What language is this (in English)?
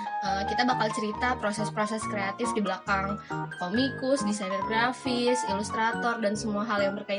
Indonesian